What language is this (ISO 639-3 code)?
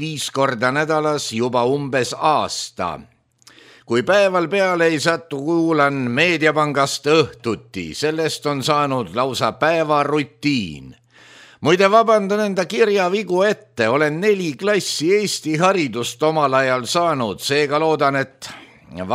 est